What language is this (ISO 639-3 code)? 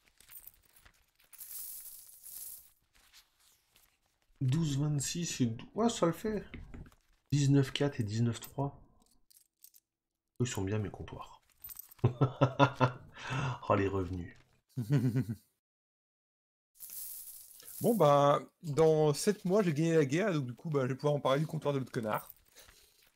fra